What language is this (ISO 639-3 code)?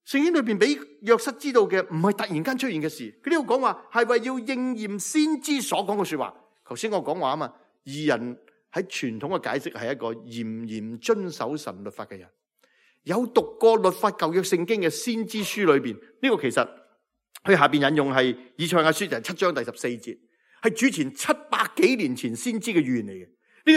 yue